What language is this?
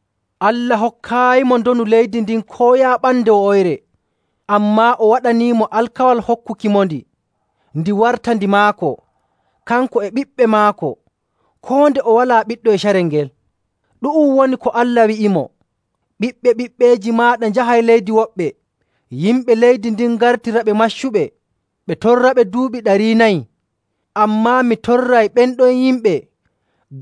Nigerian Fulfulde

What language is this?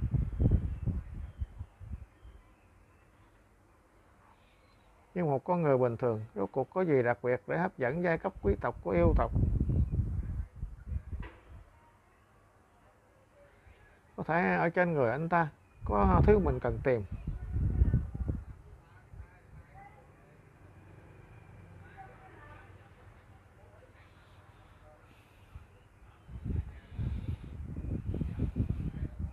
Vietnamese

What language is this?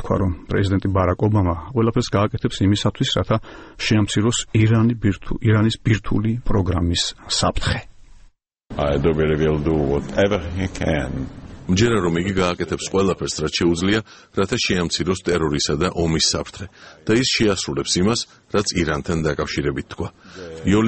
Georgian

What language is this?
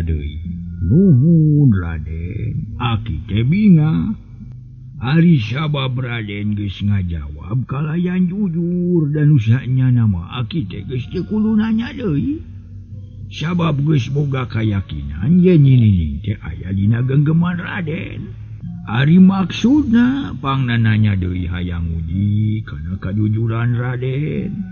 Sundanese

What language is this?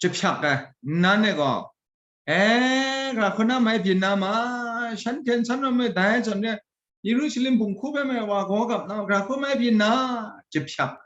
Kachin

